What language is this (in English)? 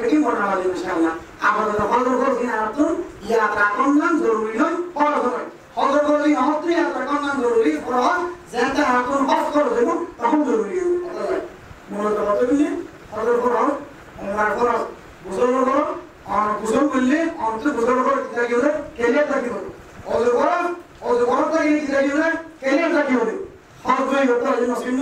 Rohingya